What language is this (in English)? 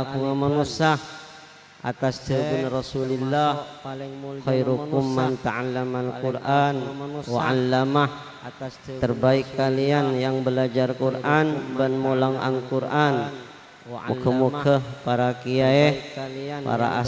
Madurese